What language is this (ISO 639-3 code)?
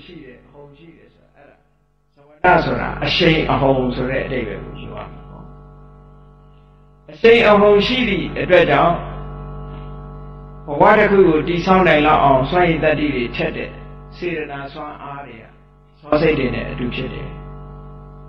mya